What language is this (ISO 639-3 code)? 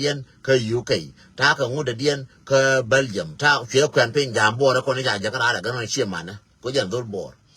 nus